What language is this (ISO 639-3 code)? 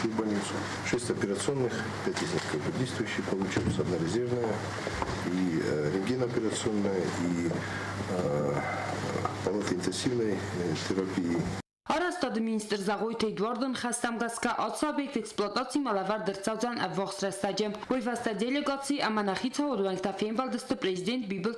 oss